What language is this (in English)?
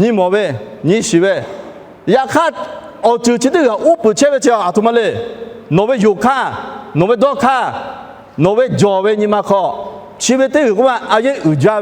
Lahu